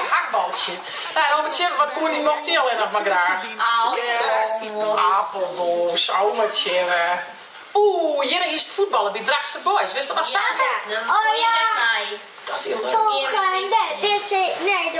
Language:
Western Frisian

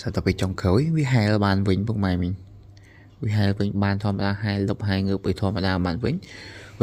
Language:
Khmer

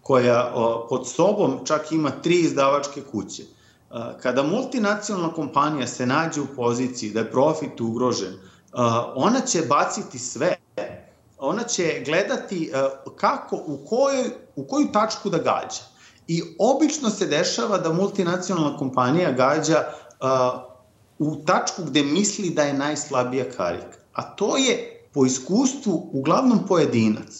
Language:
Serbian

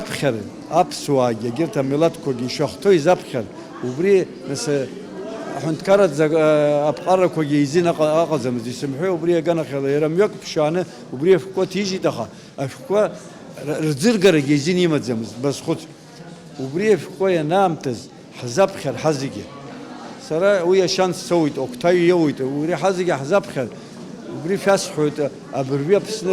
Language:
Abkhazian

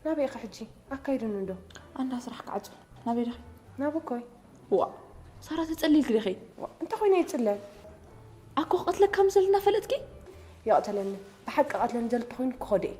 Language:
Tigrinya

